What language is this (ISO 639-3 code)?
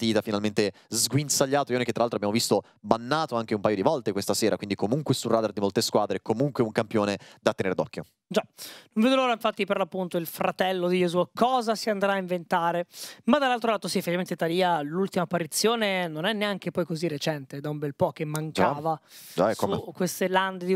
ita